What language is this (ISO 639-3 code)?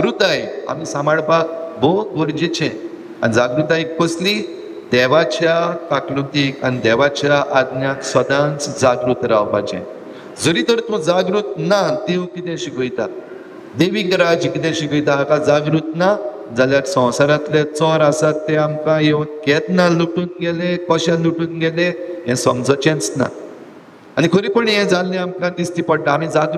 kok